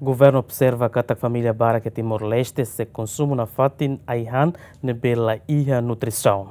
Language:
Tetum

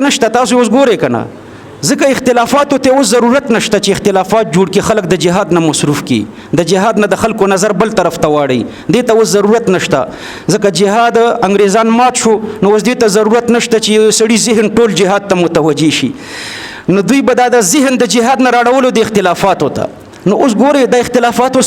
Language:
Pashto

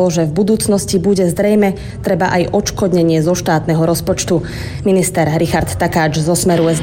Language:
Slovak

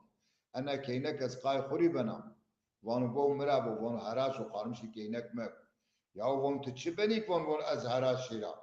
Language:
Zaza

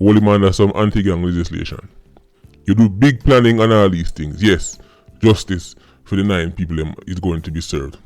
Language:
Jamaican Creole English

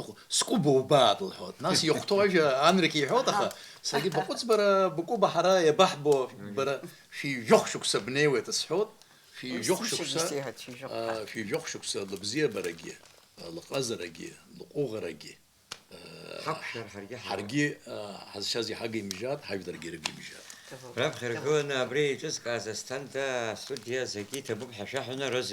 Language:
Abkhazian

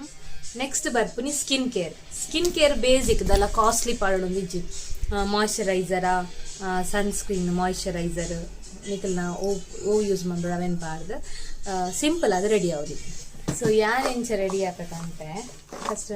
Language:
Tulu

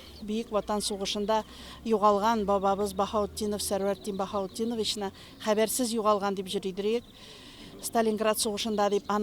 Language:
Tatar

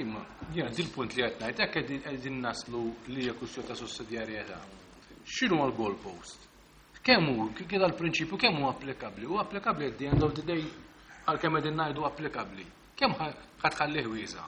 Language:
Maltese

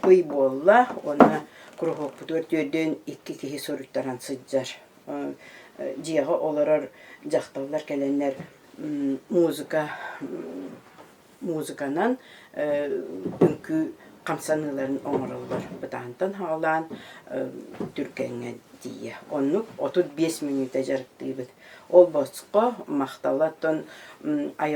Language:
Yakut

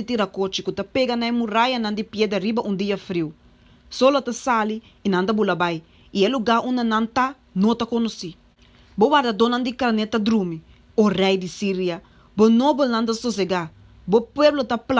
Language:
Papiamento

